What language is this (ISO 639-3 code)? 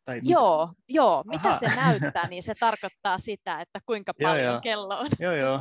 fin